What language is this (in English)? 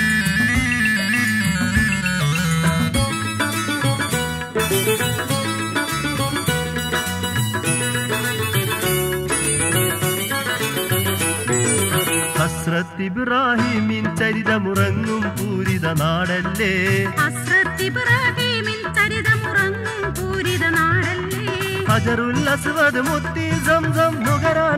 Malayalam